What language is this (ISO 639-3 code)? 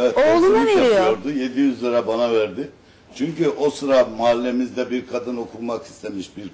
tur